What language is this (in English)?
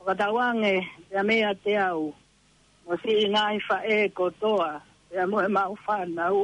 Tongan